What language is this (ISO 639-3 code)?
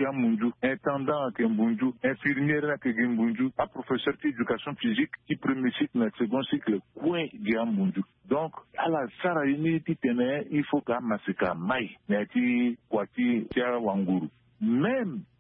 sag